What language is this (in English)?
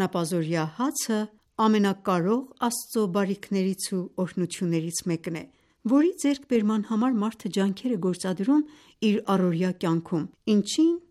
Armenian